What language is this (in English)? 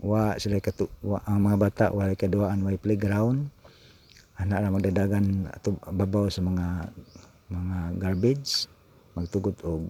Cebuano